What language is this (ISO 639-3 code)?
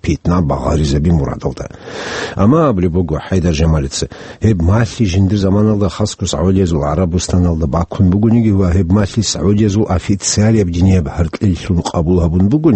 ava